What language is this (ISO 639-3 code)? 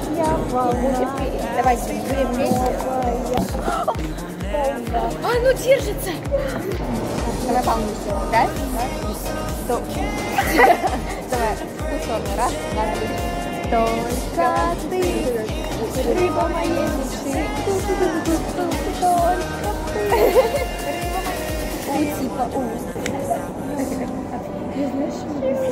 rus